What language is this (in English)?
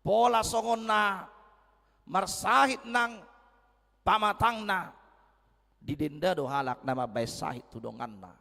Batak Toba